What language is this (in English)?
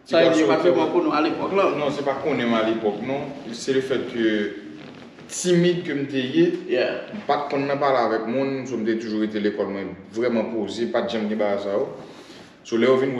Haitian Creole